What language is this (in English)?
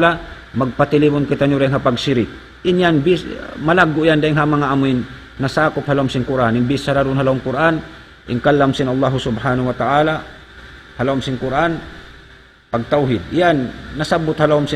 Tausug